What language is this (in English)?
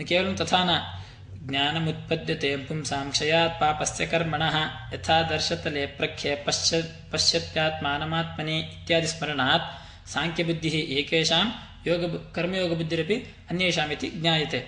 Sanskrit